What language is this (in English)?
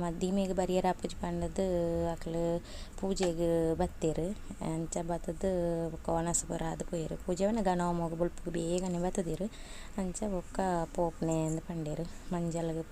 Tulu